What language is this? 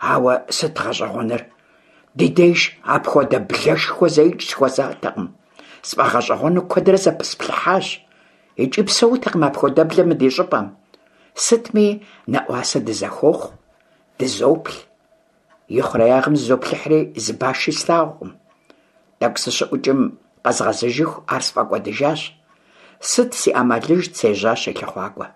Kabardian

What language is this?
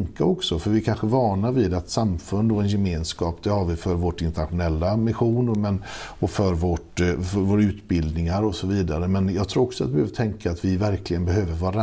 Swedish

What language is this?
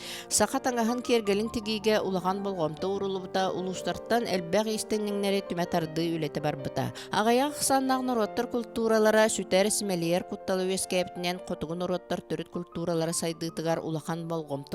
Yakut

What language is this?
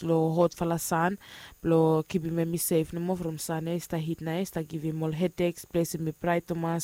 Bislama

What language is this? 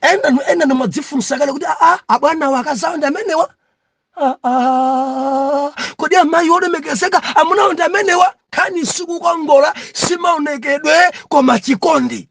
Nyanja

